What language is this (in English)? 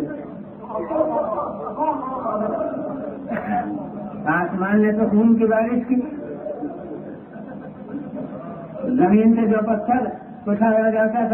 Urdu